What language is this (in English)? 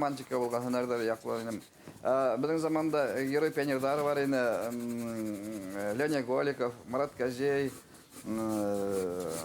Bashkir